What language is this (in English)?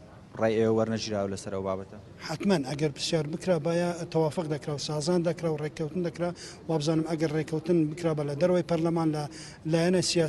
Central Kurdish